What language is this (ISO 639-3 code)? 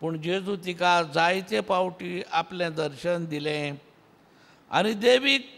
kok